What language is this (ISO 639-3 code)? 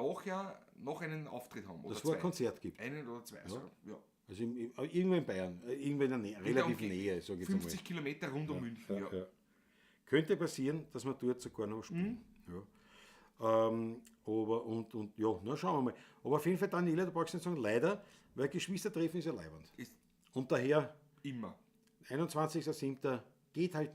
bar